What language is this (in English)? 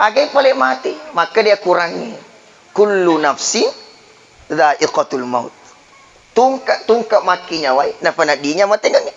Buginese